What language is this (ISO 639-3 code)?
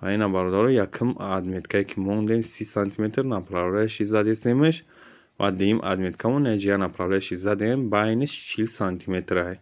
tgk